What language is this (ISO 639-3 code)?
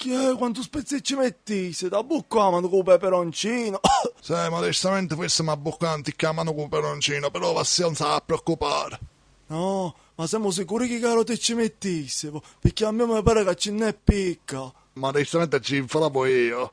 scn